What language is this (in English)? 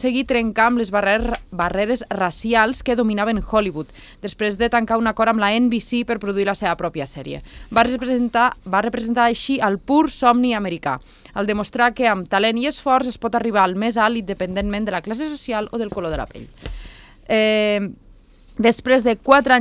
Catalan